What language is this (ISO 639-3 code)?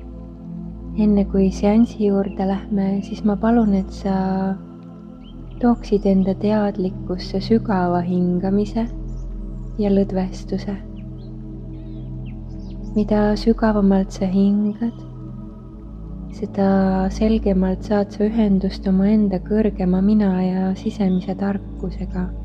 est